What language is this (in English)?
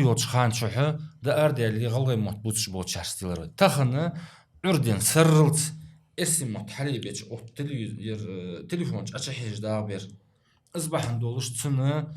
Ingush